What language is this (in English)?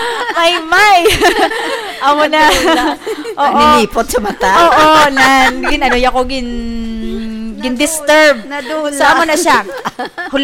Hiligaynon